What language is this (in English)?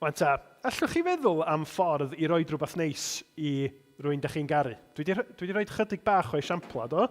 Welsh